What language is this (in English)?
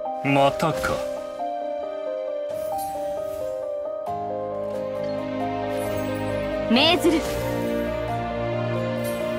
Japanese